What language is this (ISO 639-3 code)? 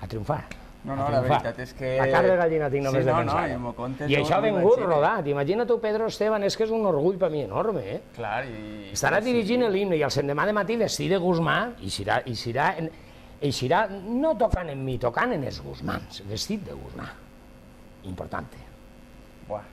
cat